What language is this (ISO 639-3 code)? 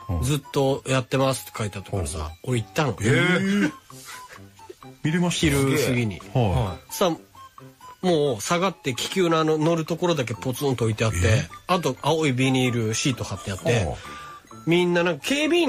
jpn